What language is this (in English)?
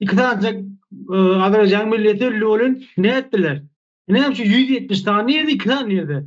Turkmen